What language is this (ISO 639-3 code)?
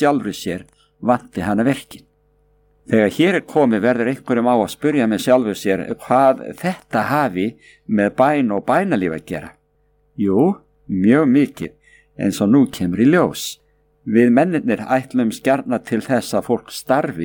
isl